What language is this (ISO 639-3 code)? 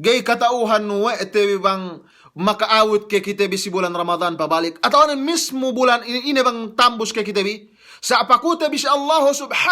yka